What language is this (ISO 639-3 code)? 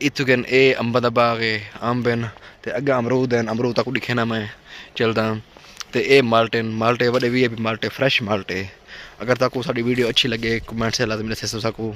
skr